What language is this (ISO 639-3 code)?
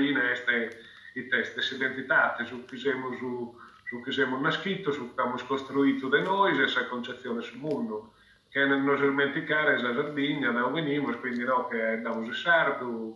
srd